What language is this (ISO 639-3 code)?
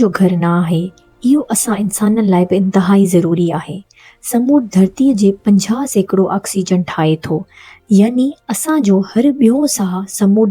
snd